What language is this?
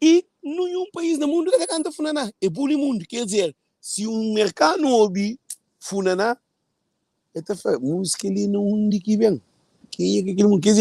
Kabuverdianu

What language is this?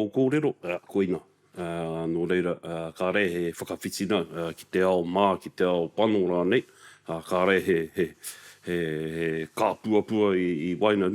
Māori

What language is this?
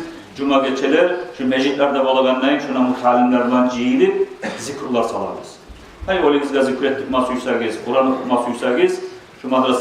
Kumyk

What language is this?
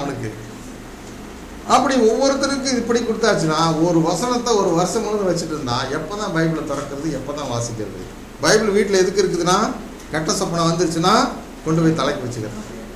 Tamil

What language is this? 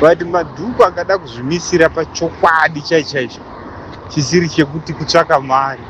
Shona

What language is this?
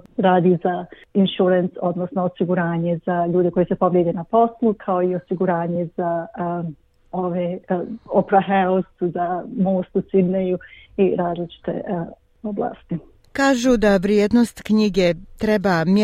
Bosnian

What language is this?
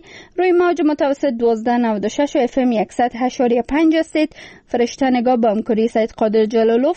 Persian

